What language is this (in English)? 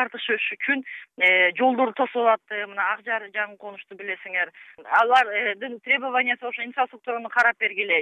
Kyrgyz